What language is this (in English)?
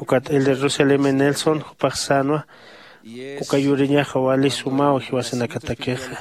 Aymara